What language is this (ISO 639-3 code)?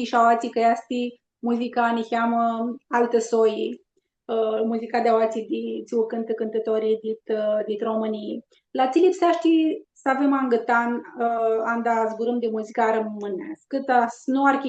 rup